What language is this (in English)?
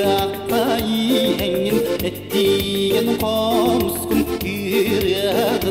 Bulgarian